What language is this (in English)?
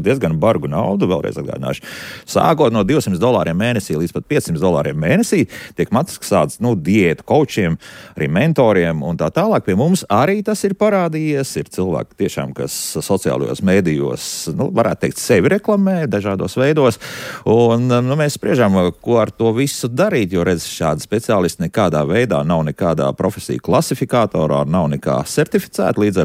Latvian